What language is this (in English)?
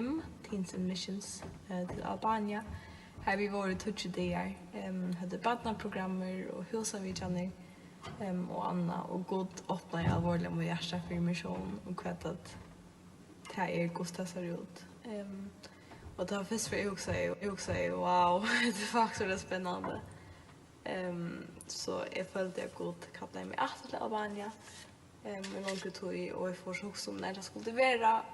Faroese